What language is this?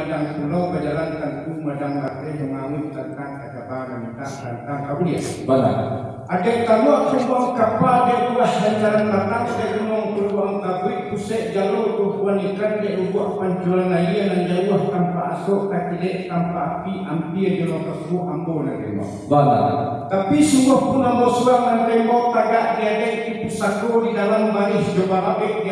Minangkabau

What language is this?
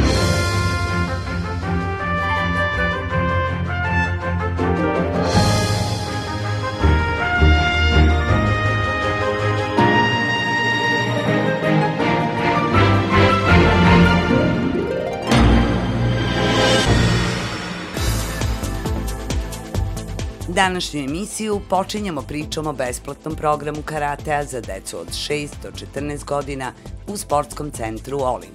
Serbian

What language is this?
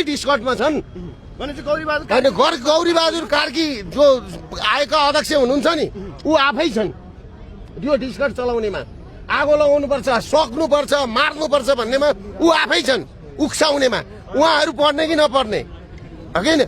Nepali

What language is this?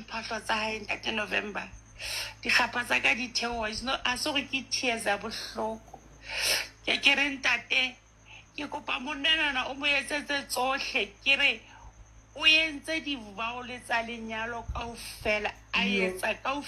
Southern Sotho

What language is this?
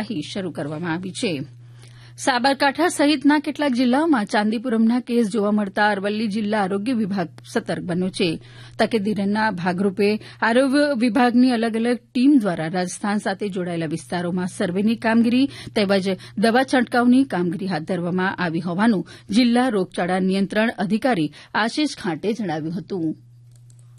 Gujarati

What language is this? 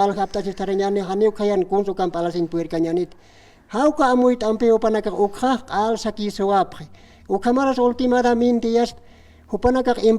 Aymara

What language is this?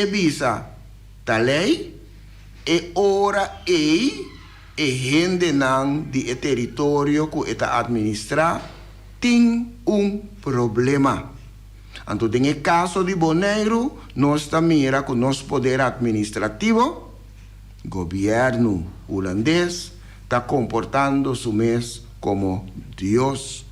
Papiamento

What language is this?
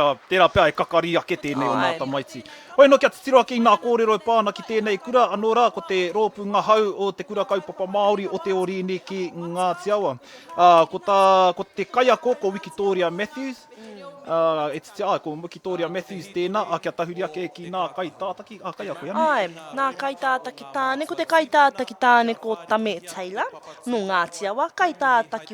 Māori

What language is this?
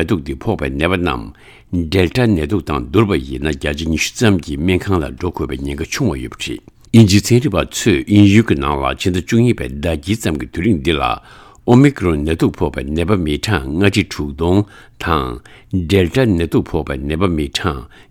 Tibetan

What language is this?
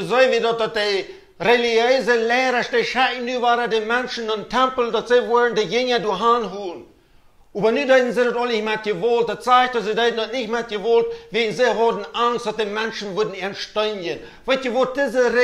Plautdietsch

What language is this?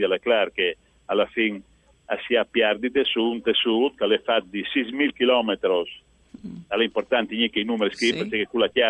Friulian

